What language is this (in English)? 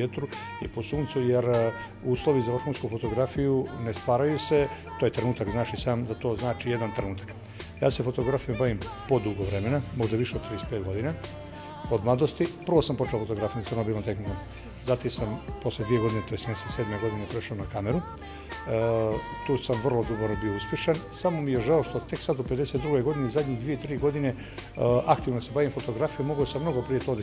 Bosnian